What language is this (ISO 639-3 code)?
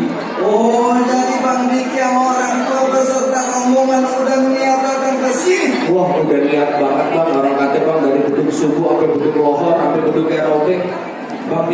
bew